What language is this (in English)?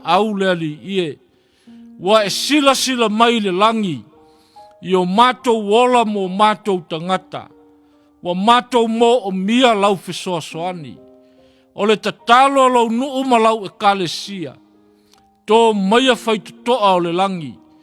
Samoan